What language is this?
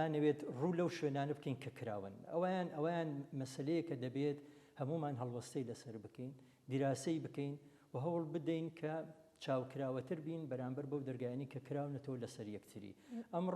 Central Kurdish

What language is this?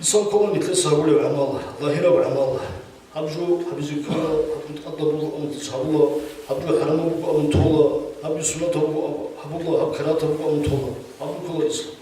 Avaric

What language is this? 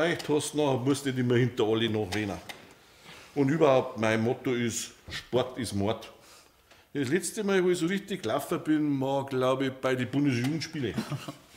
Bavarian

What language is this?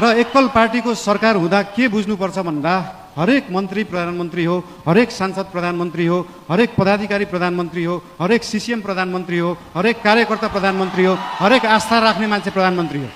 Nepali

